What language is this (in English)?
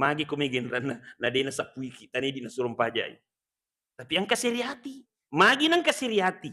Buginese